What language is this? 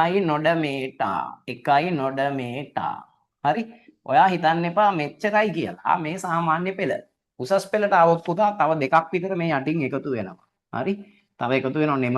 Sinhala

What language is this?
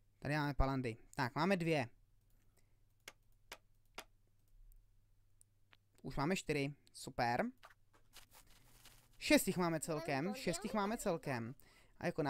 Czech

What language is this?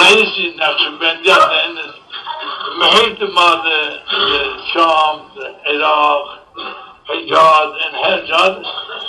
Zaza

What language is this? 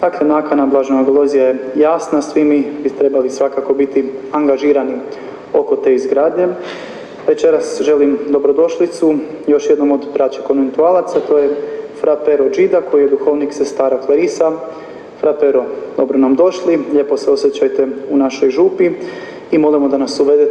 Croatian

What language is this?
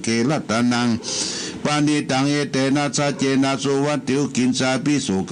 Pali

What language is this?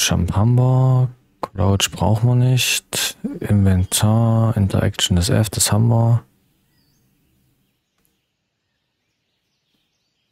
German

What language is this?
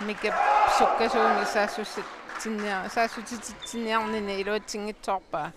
Kalaallisut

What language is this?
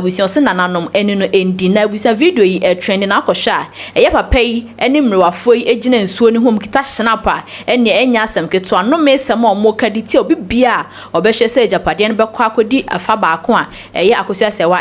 Akan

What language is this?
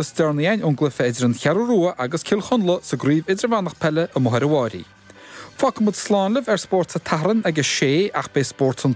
Irish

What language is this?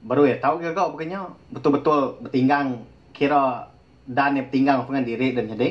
Iban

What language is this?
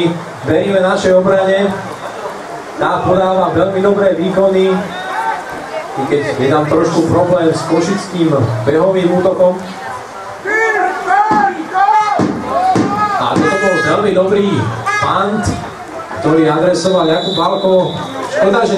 Slovak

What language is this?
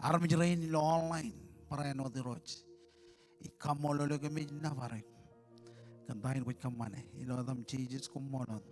Marshallese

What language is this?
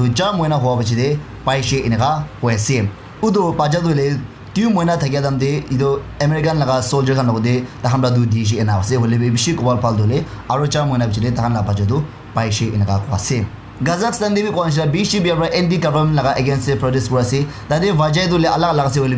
Naga Pidgin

